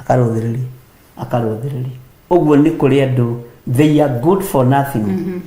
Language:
Kikuyu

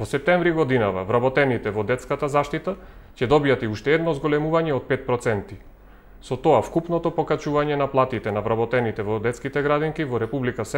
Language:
Macedonian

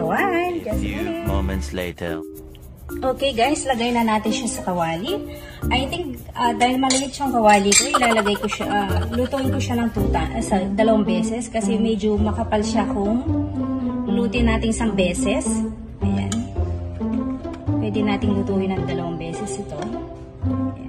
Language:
Filipino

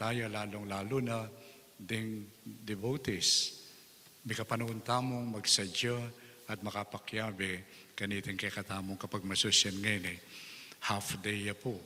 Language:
Pampanga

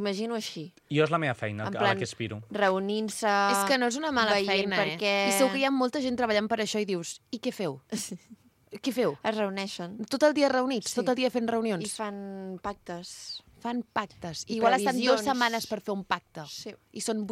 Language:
Catalan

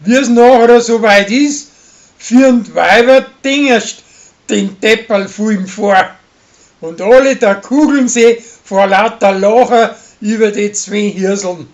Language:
Bavarian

